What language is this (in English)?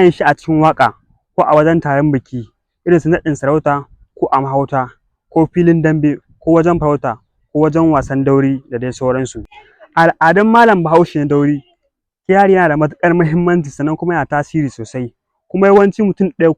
Hausa